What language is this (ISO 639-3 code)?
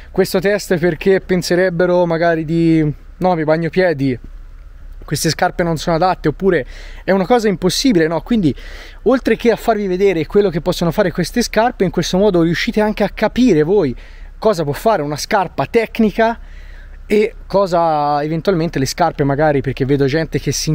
ita